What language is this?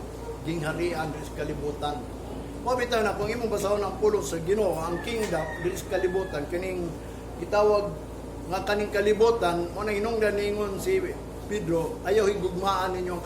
Cebuano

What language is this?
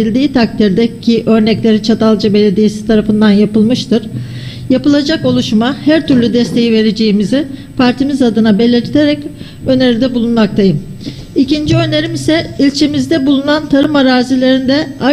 Turkish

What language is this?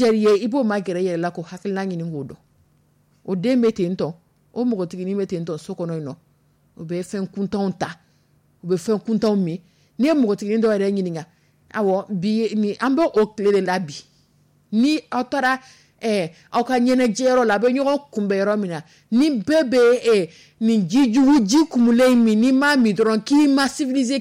Dyula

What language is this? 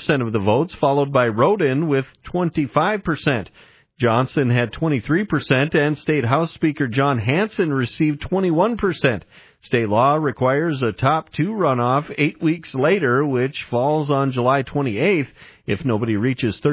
English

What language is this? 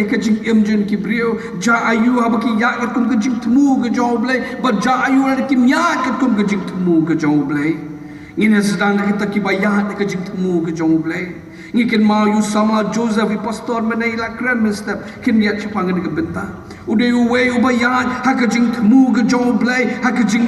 Khasi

